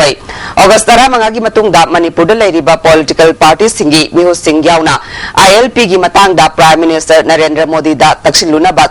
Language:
Manipuri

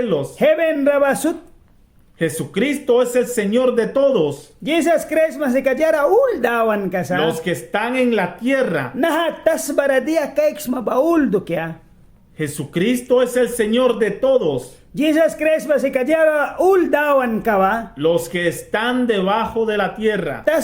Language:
Mískito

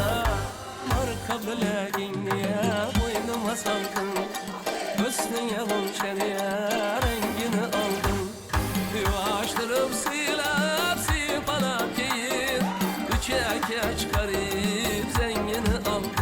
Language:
Kara-Kalpak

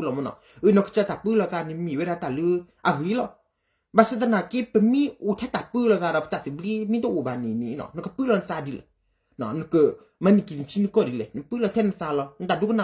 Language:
S'gaw Karen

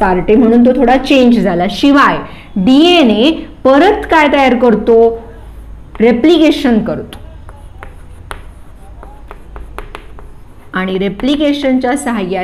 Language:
Marathi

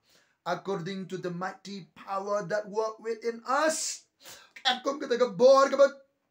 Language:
Khasi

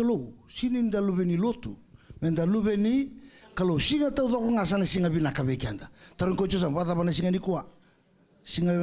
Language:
Fijian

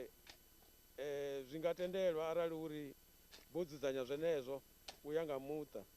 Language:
Venda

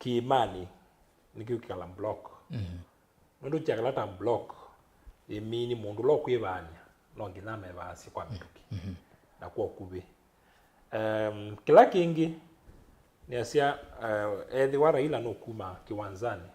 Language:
Kamba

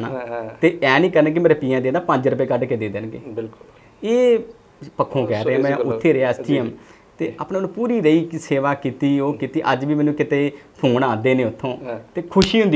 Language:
Punjabi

